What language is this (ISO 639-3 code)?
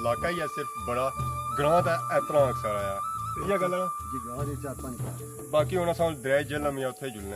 phr